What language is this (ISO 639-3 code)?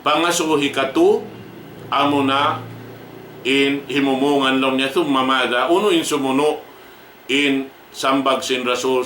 tsg